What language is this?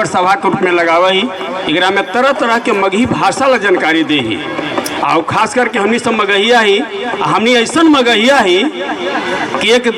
Magahi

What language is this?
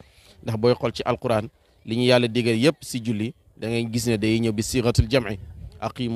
Wolof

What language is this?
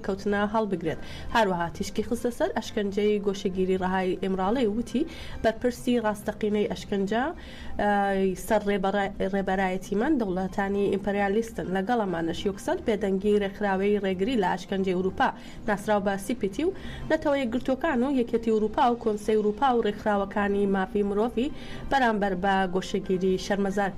Central Kurdish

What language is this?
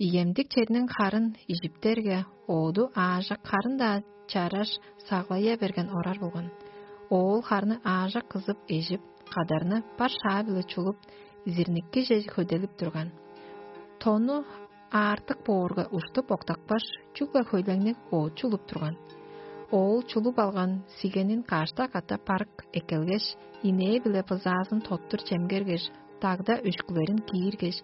Tuvinian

